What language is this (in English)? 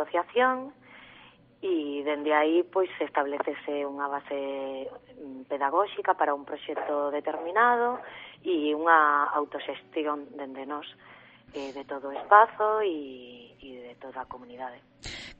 Galician